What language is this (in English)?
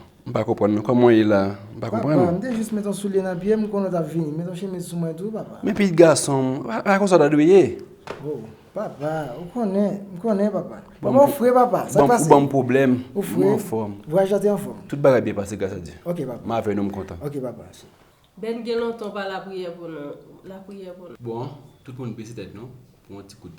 Haitian Creole